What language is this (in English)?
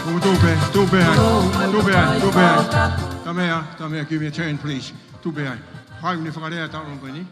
Tongan